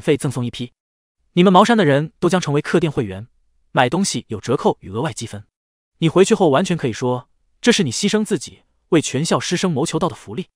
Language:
Chinese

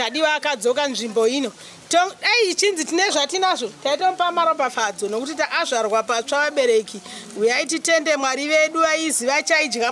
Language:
Shona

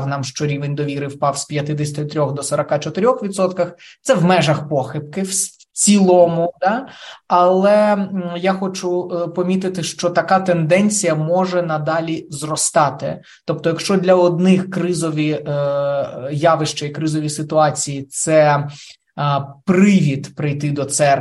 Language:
Ukrainian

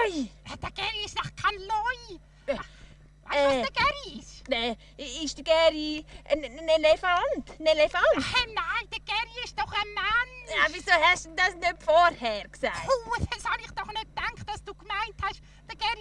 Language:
Swiss German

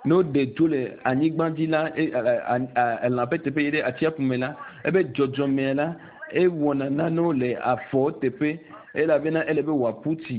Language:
Ewe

